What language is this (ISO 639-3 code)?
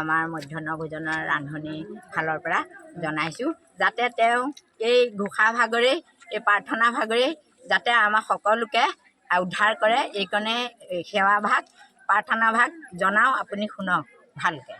asm